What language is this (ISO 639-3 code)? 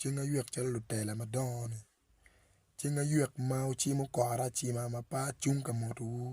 ach